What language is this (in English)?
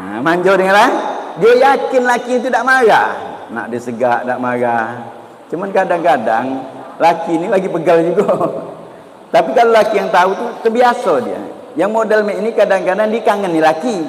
Musi